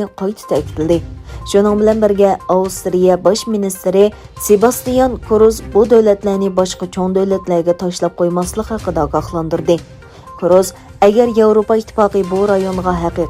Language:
Uyghur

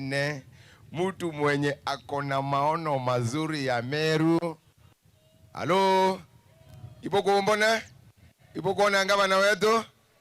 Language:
Meru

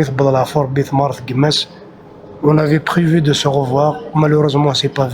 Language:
Kabyle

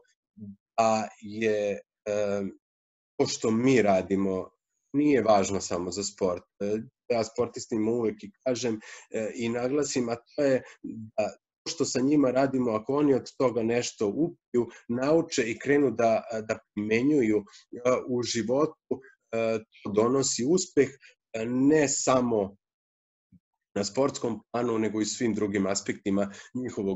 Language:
Serbian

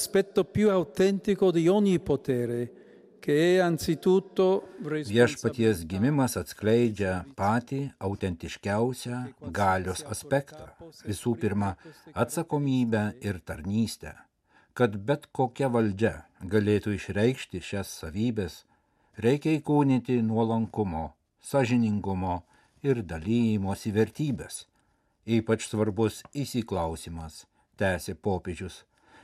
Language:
Lithuanian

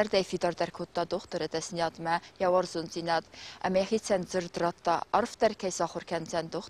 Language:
Ossetic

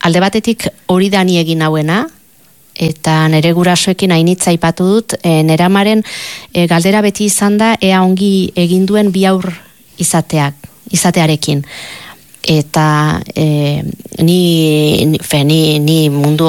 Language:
Basque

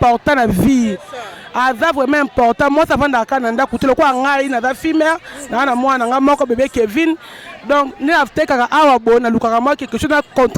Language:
Lingala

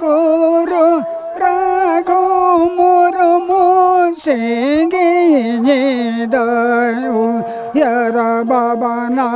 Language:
Santali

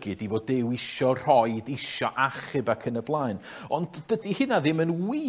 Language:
Welsh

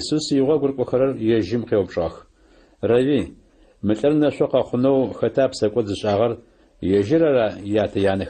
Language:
Adyghe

